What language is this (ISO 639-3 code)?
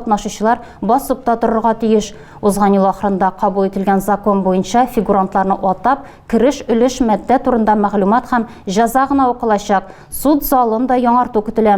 tat